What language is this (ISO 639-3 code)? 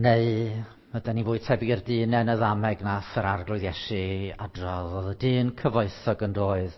cym